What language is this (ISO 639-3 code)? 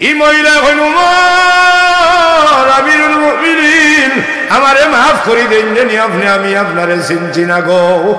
syl